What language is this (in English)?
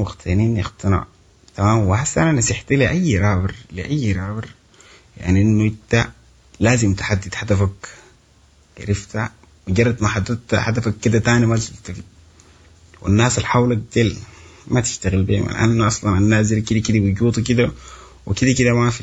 Sudanese Arabic